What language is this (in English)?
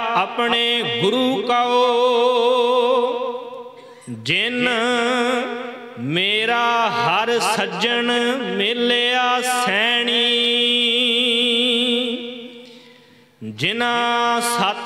Punjabi